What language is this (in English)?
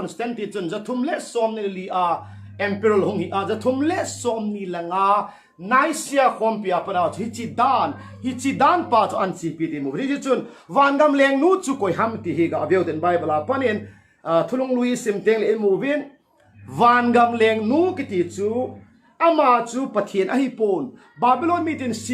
Thado Chin